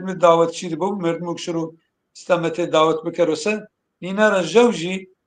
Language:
Zaza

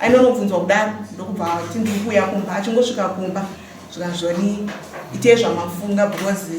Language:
Shona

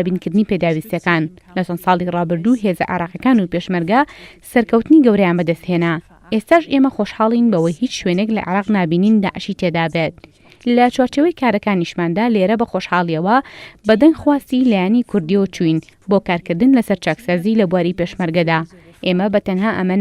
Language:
Central Kurdish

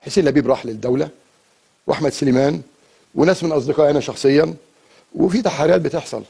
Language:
Egyptian Arabic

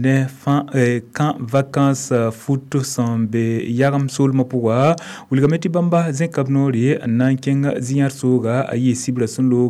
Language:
Mossi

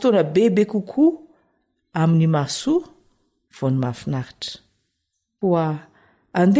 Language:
Malagasy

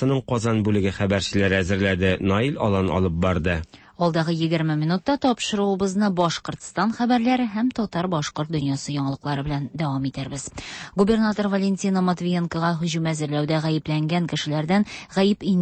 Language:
Tatar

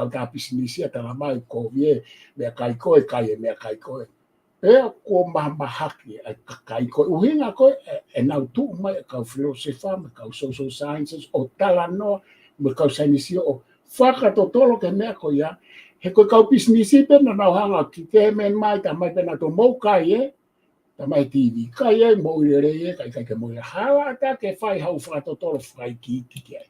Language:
Tongan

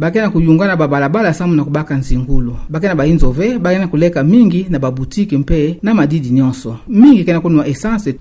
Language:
Kituba (Democratic Republic of Congo)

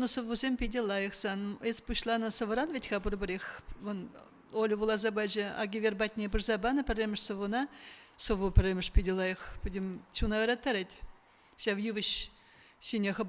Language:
Chuvash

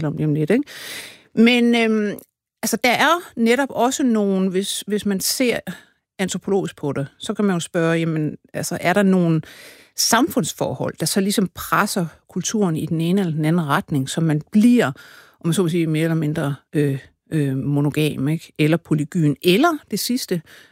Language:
Danish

